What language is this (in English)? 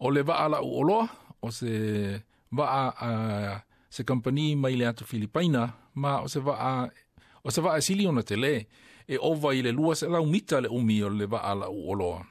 Samoan